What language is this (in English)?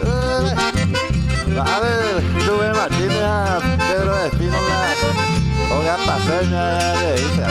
Guarani